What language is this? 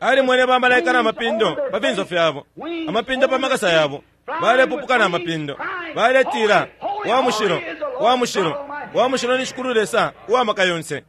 Bemba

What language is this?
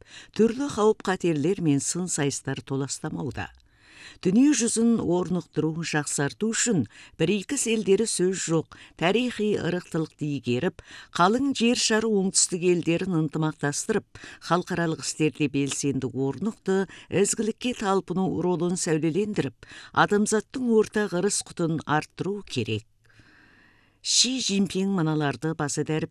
Kazakh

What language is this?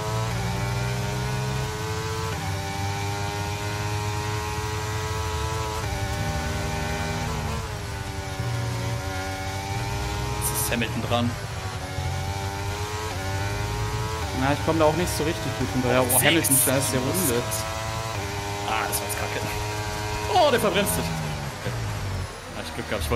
German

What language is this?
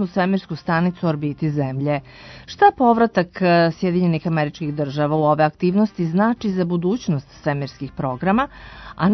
Serbian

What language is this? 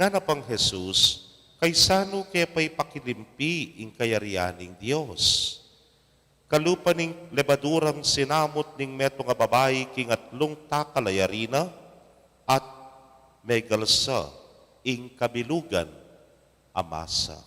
Pampanga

